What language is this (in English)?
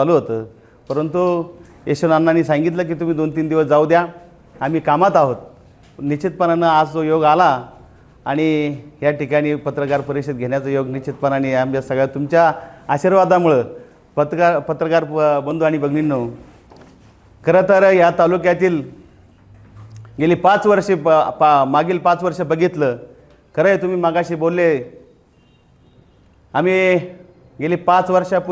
Marathi